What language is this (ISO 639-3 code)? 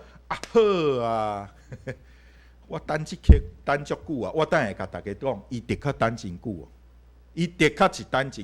nan